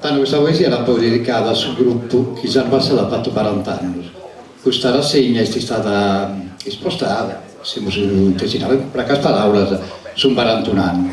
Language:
Sardinian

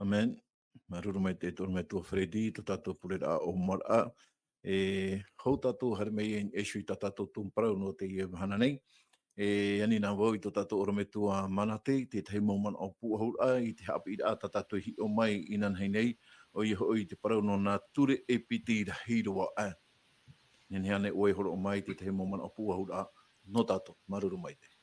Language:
Tahitian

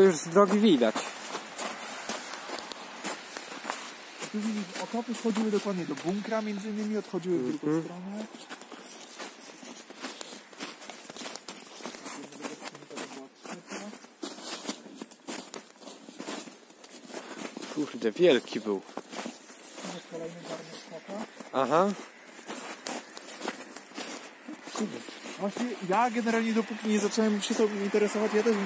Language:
Polish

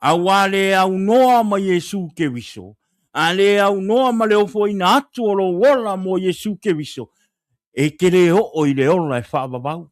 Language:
Samoan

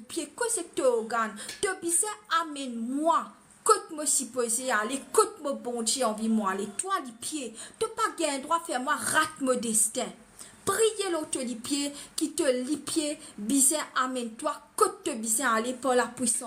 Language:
Morisyen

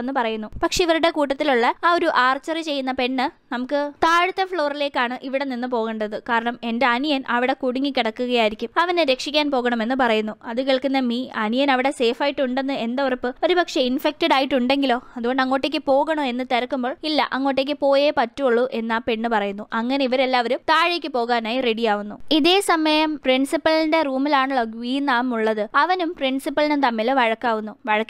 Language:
Malayalam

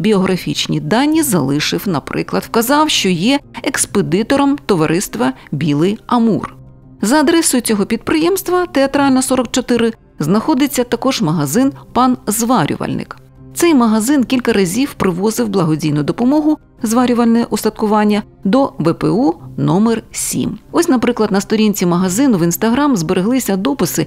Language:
Ukrainian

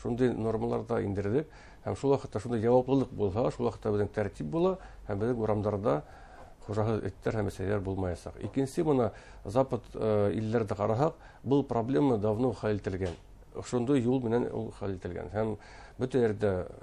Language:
Bashkir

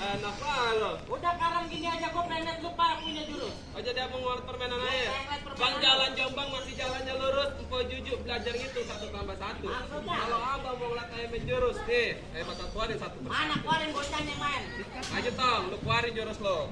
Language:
Betawi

